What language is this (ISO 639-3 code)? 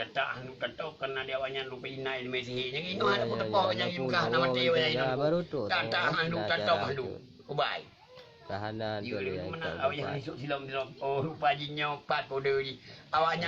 ace